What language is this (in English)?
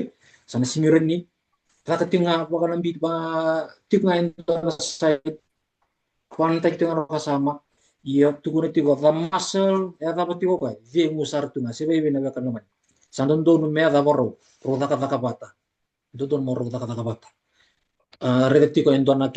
Fijian